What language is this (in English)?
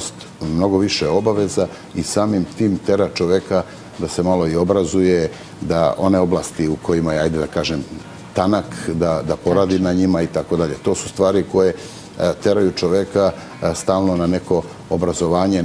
Serbian